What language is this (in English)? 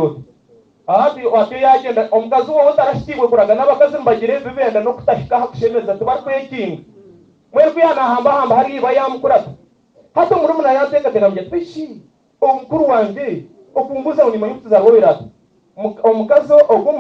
Nyankole